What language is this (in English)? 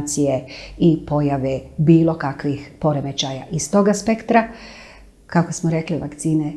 Bosnian